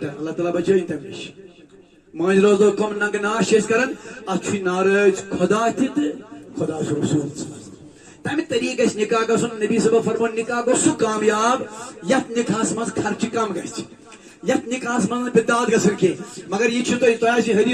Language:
Kashmiri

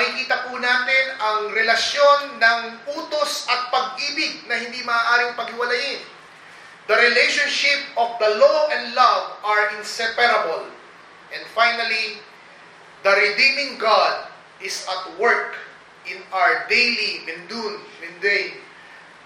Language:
Filipino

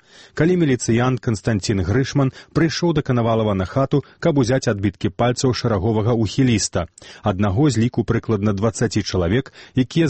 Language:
Belarusian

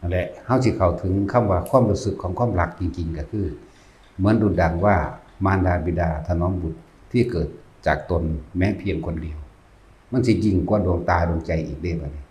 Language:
Northeastern Thai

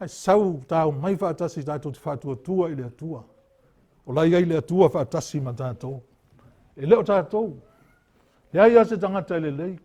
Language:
Samoan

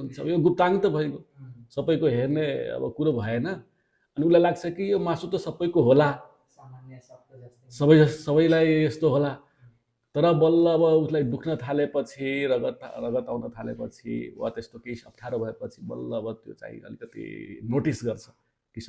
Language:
Nepali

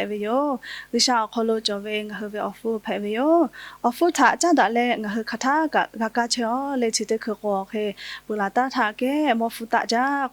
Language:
Lahu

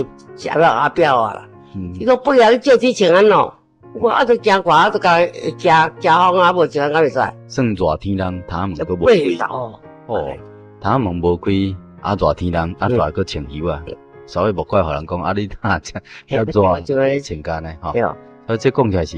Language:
Min Nan Chinese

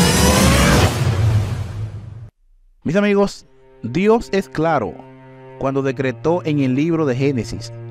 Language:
Spanish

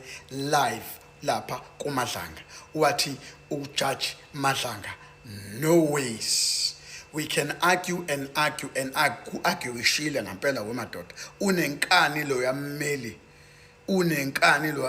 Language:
Zulu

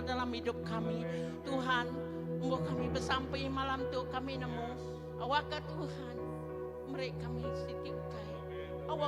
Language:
Iban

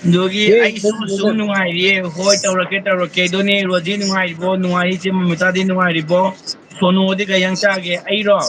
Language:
Manipuri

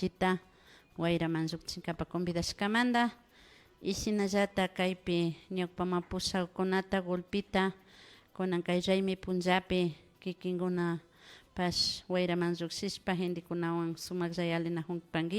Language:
Imbabura Highland Quichua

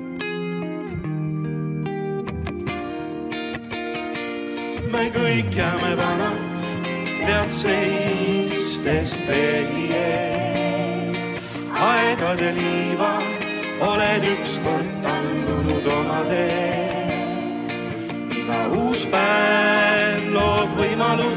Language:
Estonian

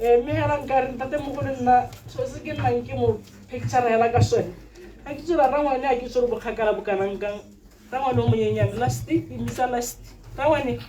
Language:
Tswana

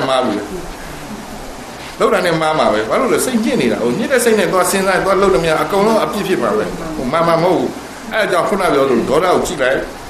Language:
Burmese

